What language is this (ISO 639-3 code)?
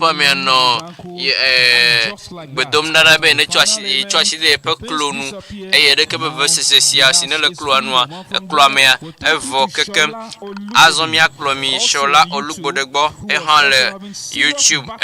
ewe